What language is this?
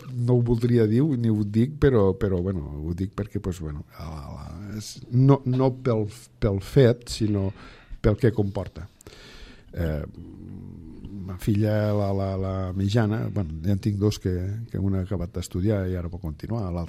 Catalan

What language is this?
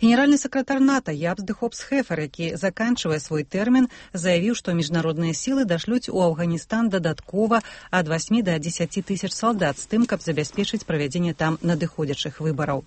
Belarusian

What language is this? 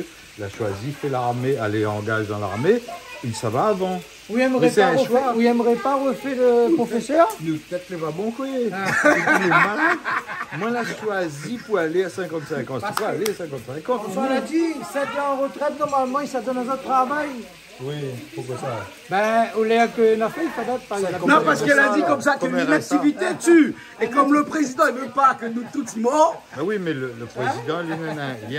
Réunion Creole French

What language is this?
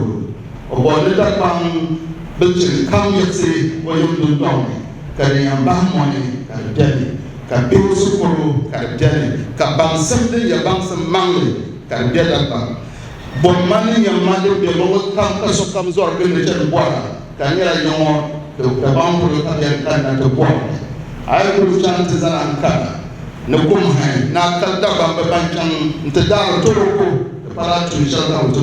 Dagbani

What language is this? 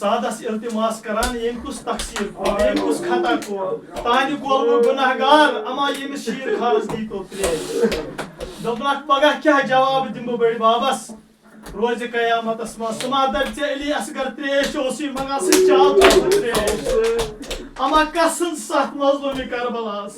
Kashmiri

